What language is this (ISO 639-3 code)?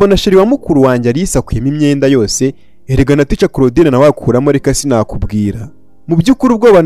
kin